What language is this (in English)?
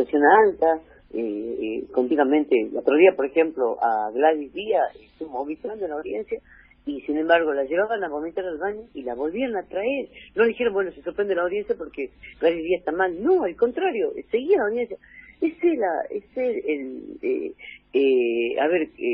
Spanish